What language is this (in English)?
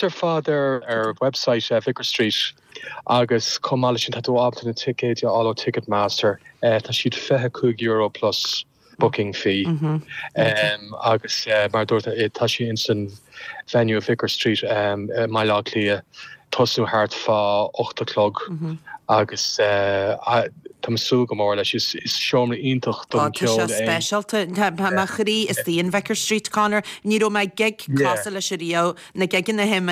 Irish